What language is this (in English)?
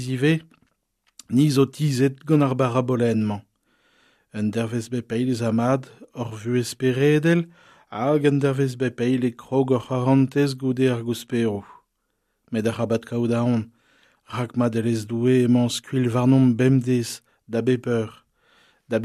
Breton